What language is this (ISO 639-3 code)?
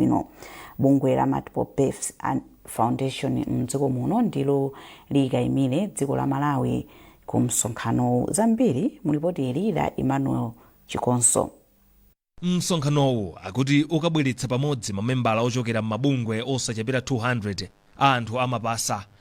nya